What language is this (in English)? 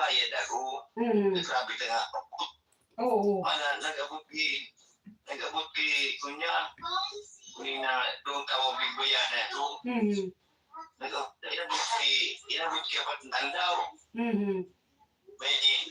Bikol